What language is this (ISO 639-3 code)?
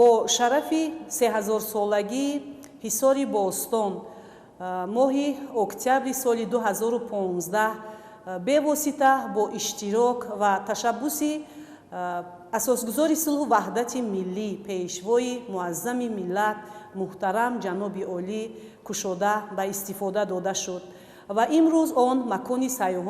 tgk